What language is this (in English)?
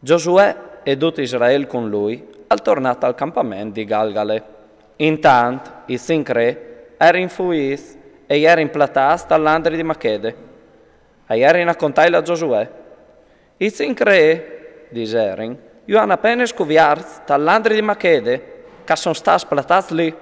Friulian